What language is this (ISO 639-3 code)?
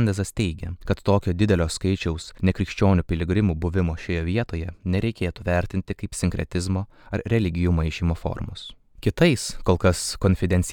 lit